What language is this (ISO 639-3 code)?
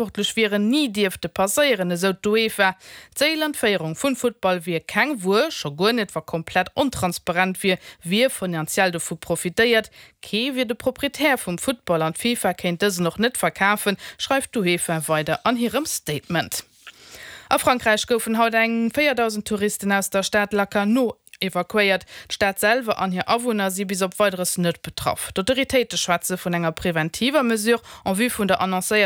ltz